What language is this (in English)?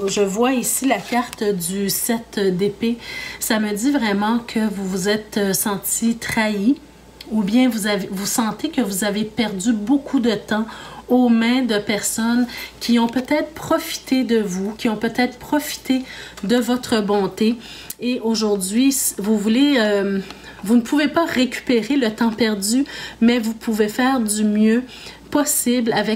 French